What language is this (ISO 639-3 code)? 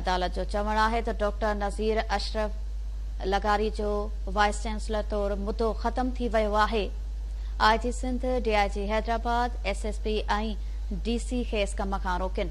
snd